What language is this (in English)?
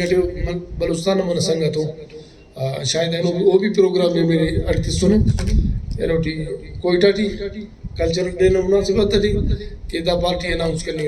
Brahui